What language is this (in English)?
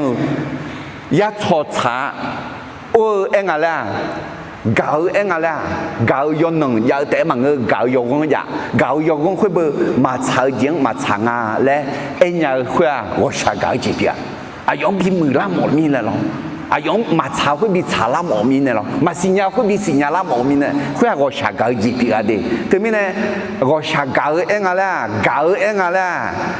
Akha